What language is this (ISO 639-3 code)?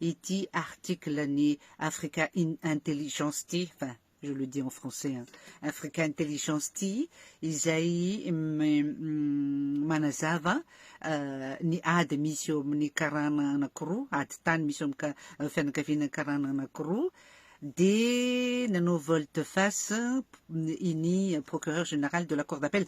mlg